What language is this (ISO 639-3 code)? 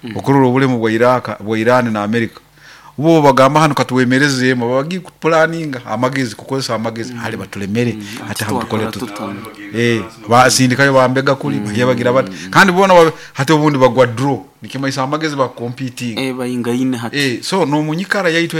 nyo